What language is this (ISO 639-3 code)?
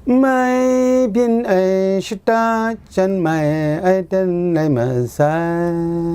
kac